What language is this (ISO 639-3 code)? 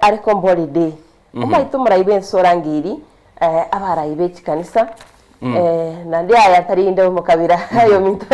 guz